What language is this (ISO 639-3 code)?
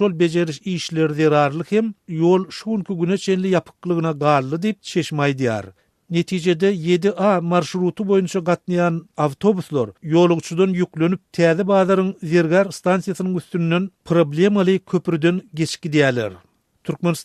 tuk